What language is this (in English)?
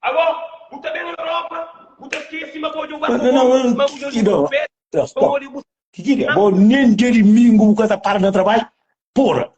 Kabuverdianu